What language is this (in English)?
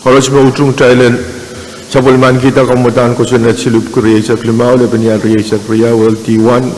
Pohnpeian